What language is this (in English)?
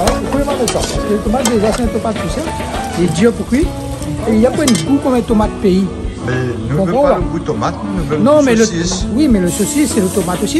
Réunion Creole French